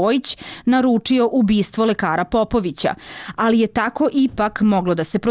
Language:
Serbian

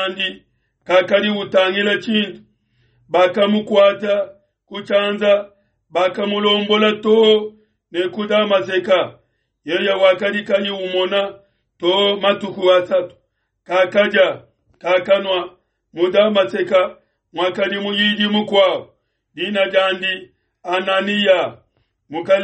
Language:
Luba-Lulua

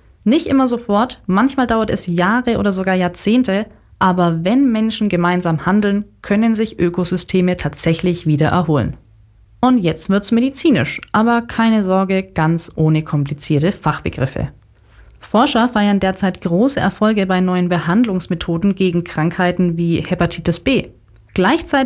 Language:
German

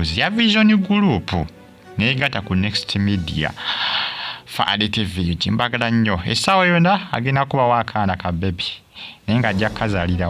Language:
Ganda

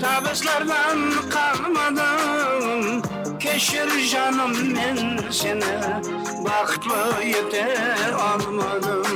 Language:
Kara-Kalpak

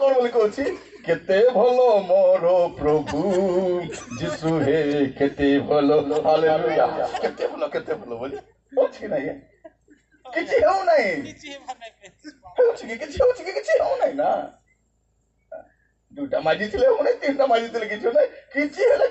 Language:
Odia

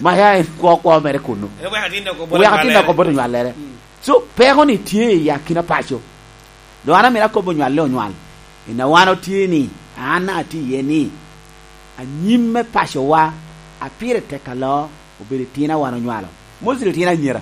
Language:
Lango (Uganda)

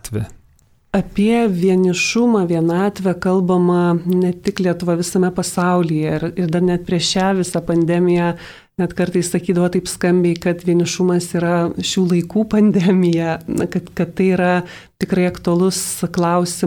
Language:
Lithuanian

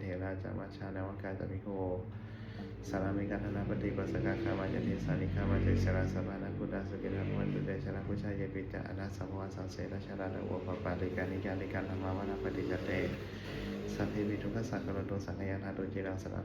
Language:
Pali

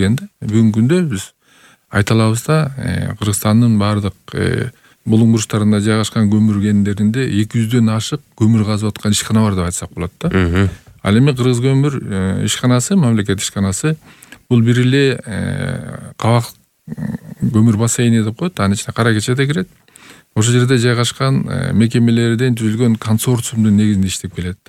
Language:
Kyrgyz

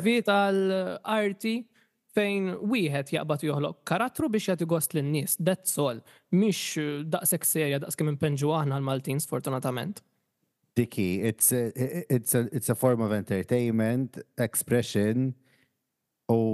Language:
Maltese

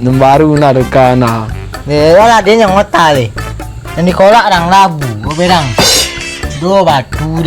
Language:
Minangkabau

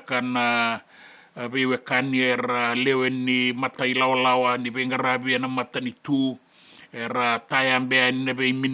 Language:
Fijian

